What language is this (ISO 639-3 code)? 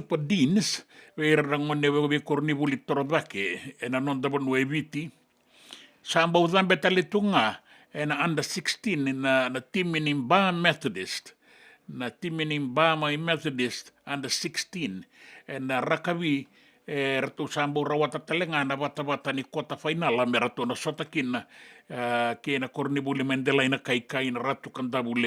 fij